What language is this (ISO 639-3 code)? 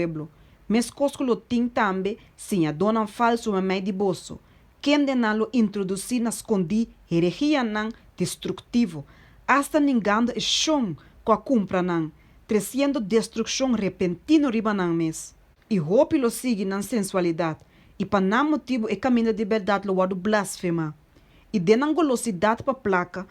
pap